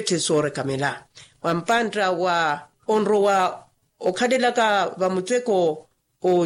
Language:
Makhuwa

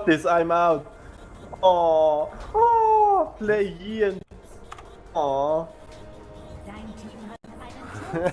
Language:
Swiss German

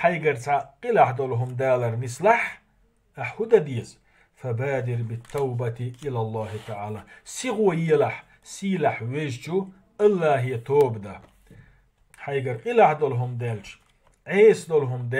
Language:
Chechen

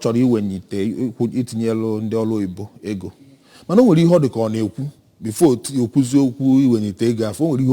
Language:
Igbo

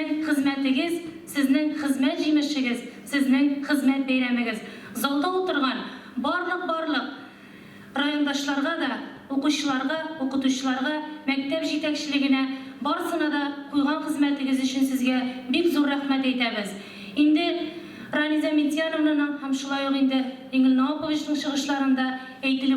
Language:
Tatar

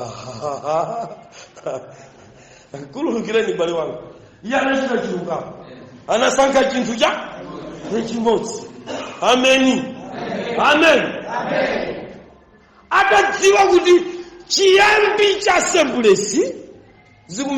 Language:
Nyanja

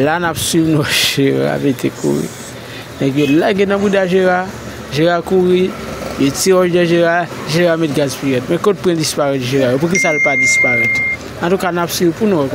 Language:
Haitian Creole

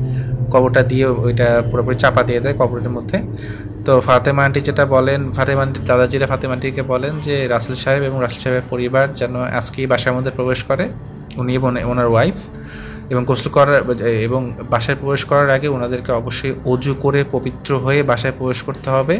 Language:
Bangla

